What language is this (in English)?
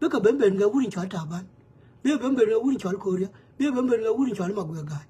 Nuer